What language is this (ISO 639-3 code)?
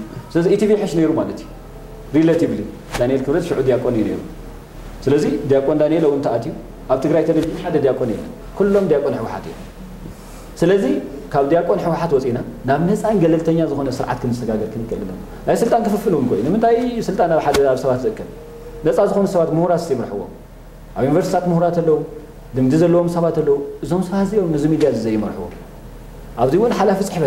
tir